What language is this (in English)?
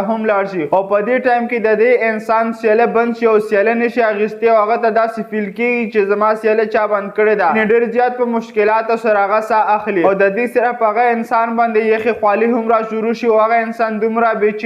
Pashto